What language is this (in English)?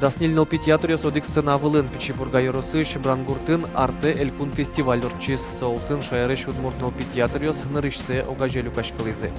Udmurt